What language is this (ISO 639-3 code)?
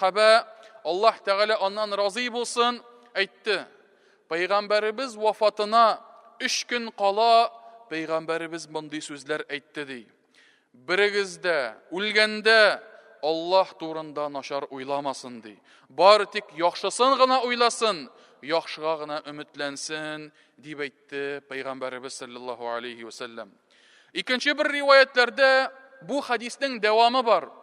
tat